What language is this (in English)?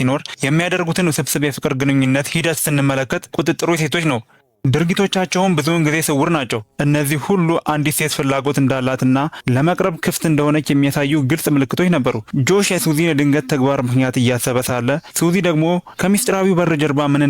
Amharic